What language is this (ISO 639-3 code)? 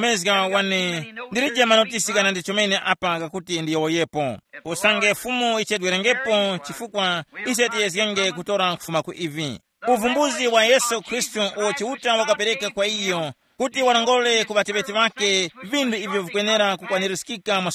tum